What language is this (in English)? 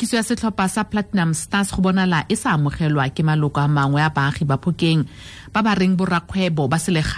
Tswana